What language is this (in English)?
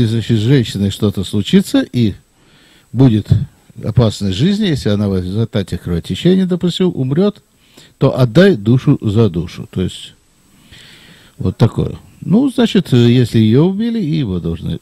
Russian